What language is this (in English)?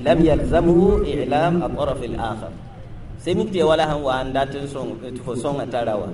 Mossi